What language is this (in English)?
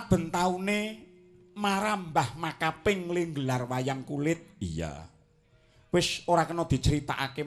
Javanese